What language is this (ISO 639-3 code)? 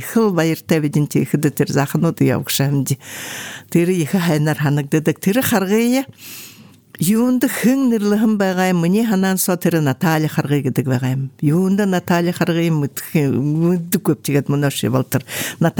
bua